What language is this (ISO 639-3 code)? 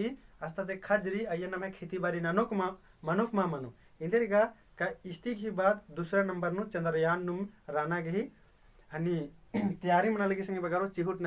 kru